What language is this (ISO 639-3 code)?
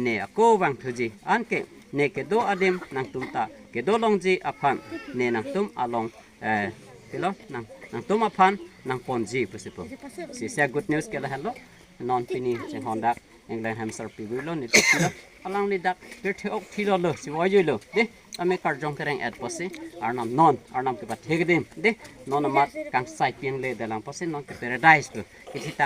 mjw